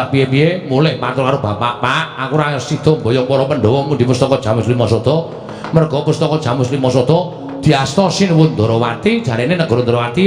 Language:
Javanese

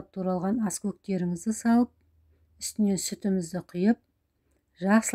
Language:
Kazakh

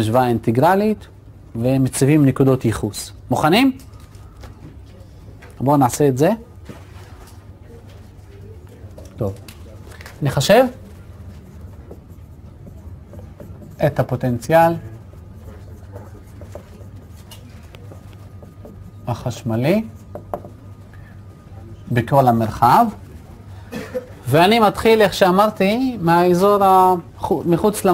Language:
Hebrew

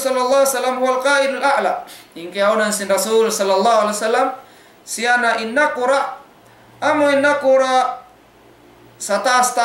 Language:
Tausug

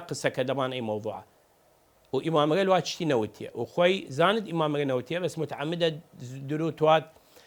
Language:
Southern Kurdish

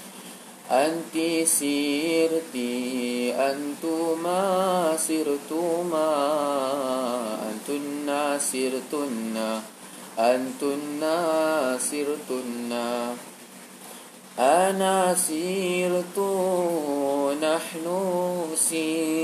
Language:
Malay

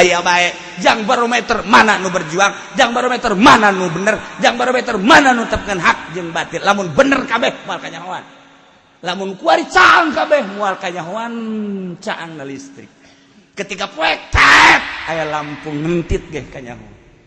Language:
Sundanese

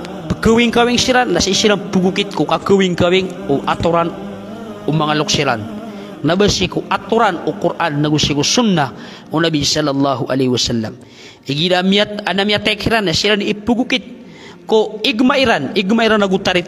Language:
Maranao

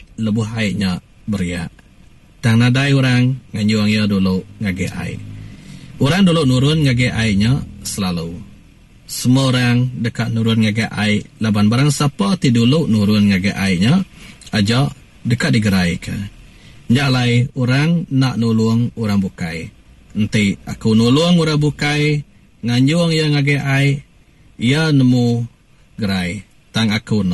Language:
Iban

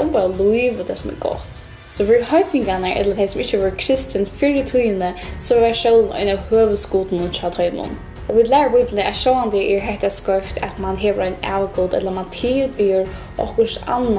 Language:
Faroese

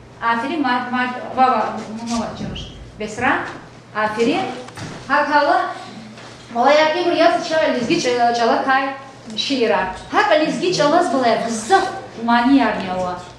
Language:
Lezghian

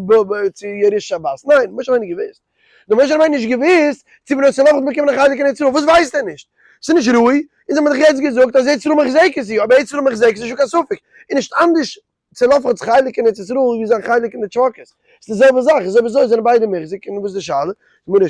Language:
Yiddish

